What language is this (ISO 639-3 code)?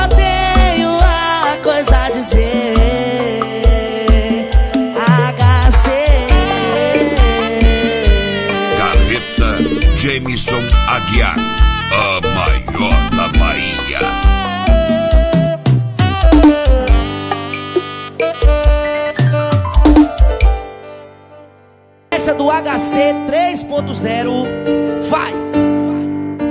por